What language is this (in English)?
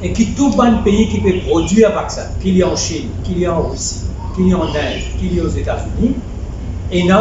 Morisyen